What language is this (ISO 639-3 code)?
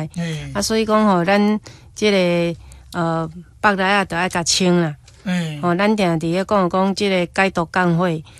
nan